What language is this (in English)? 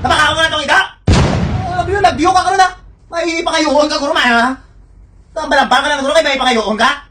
Hiligaynon